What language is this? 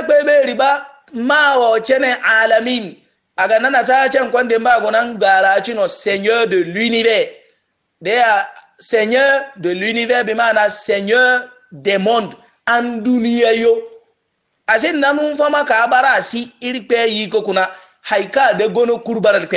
Yoruba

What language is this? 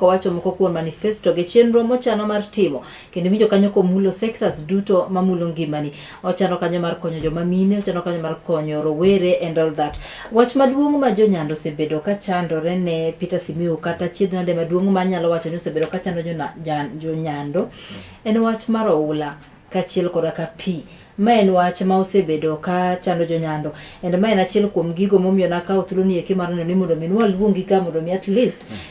Luo (Kenya and Tanzania)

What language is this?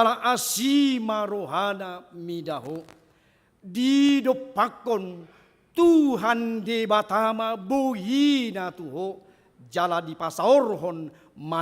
Batak Toba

